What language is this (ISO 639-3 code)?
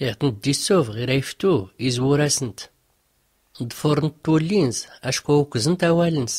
shi